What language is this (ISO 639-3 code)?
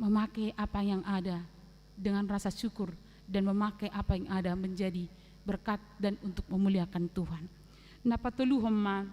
bbc